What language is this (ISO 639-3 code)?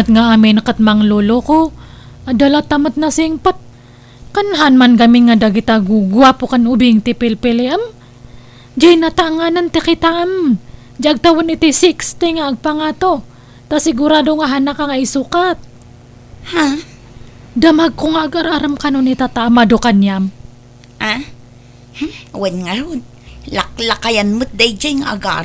ilo